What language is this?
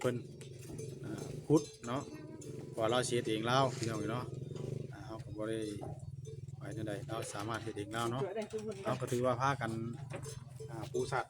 Northeastern Thai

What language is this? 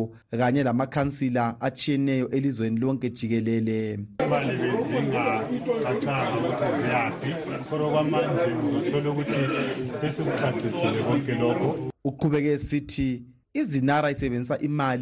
North Ndebele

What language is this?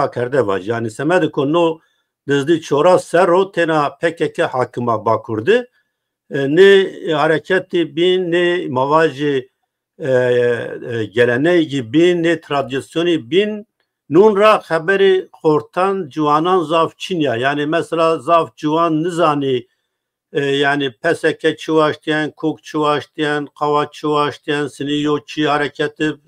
Zaza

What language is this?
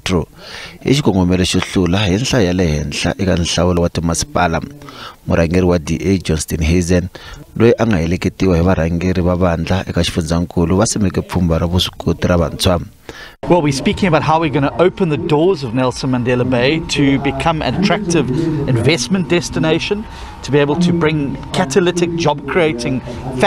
Tsonga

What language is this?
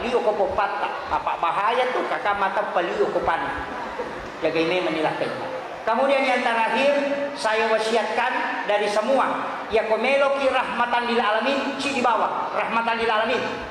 Buginese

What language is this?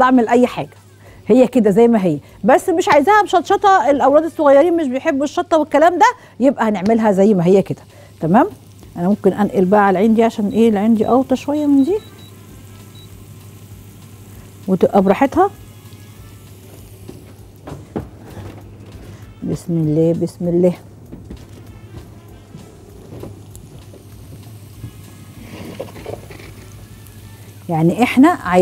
Egyptian Arabic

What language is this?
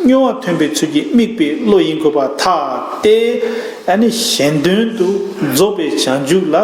Tibetan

